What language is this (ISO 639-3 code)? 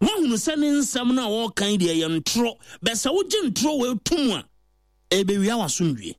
aka